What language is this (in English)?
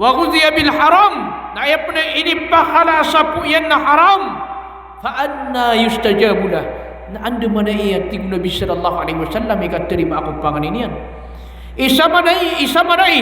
Maranao